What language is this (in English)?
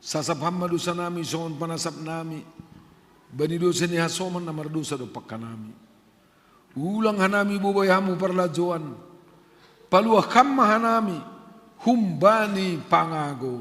Batak Simalungun